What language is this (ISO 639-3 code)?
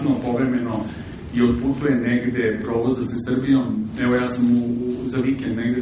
srp